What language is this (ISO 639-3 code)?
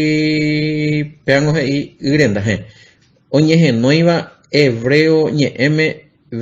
grn